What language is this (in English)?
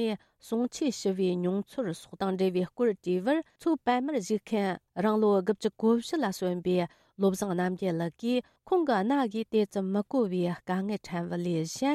Tibetan